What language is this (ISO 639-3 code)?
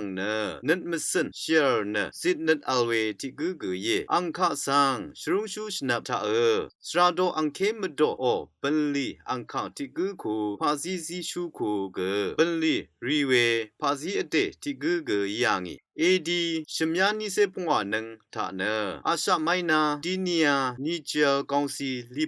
raw